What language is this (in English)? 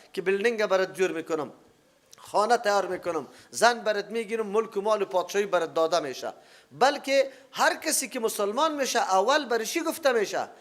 Persian